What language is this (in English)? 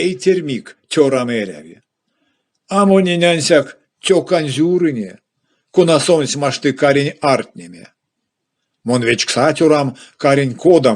Erzya